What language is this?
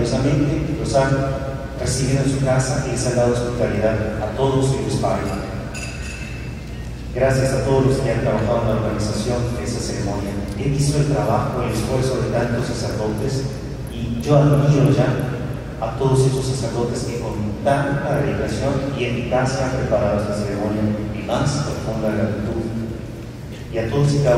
Spanish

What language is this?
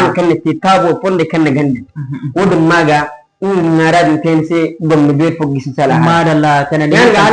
Zarma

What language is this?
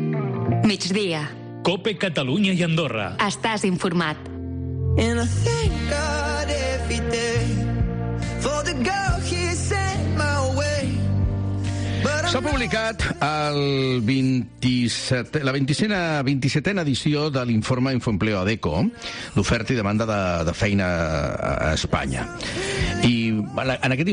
Catalan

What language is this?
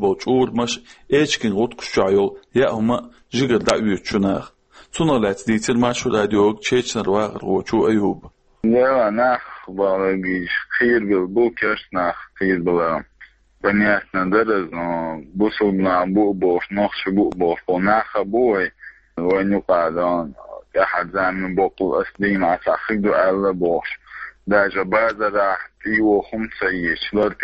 Chechen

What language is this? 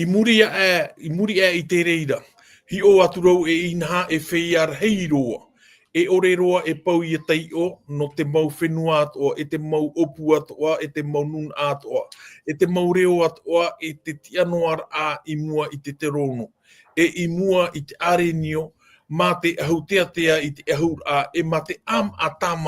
Tahitian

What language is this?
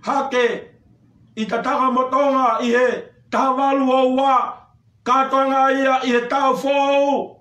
Tongan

